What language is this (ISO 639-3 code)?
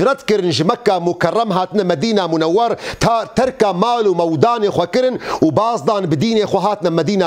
kur